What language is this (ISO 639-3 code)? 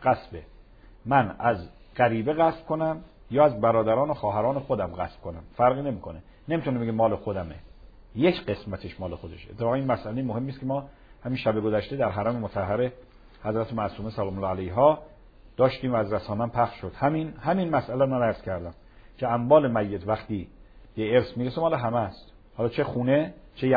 fas